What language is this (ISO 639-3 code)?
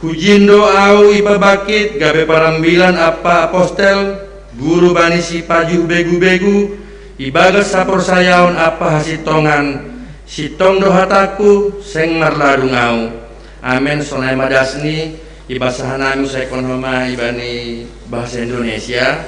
bts